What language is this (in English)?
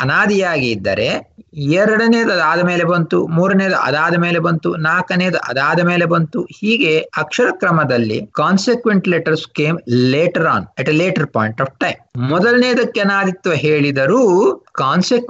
Kannada